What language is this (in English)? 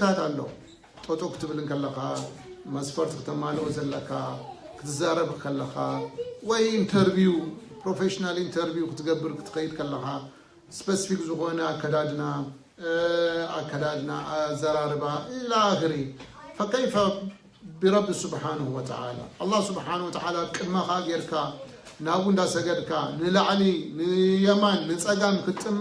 Tigrinya